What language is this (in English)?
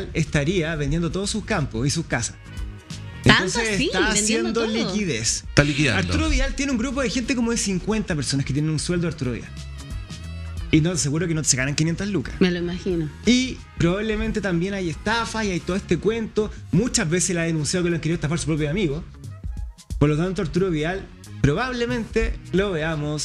Spanish